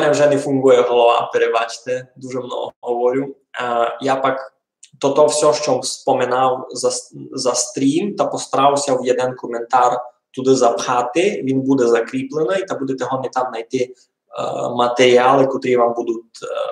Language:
Rusyn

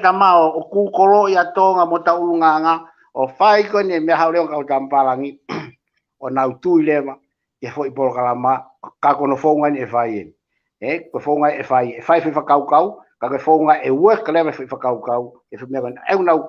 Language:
Tongan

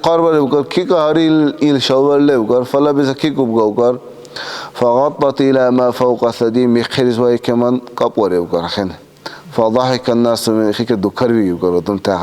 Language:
Dargwa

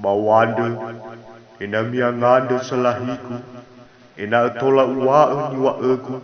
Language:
Nias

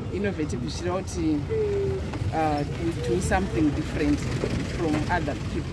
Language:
Shona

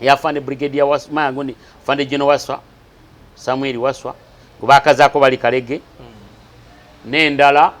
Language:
Ganda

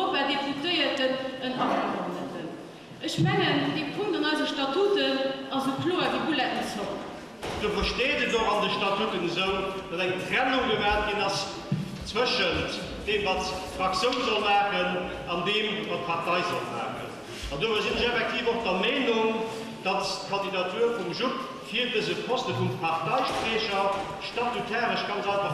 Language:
Luxembourgish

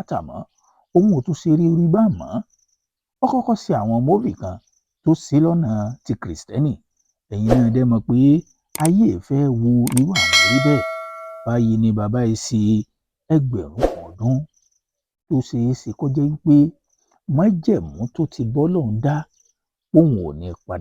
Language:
Yoruba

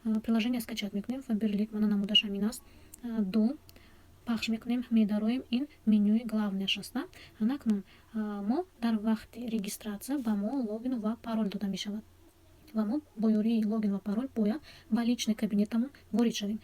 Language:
Tajik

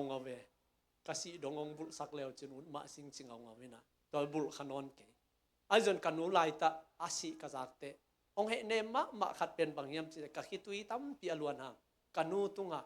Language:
Tedim Chin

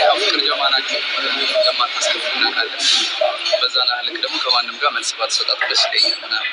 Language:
Amharic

